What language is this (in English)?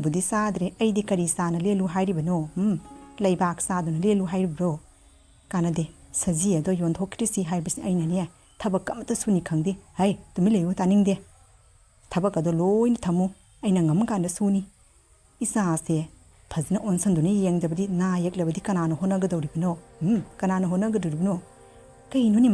Manipuri